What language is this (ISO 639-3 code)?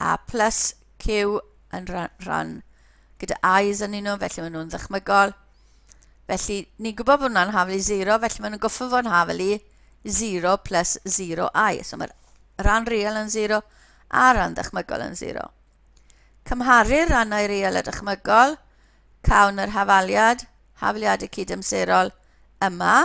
cym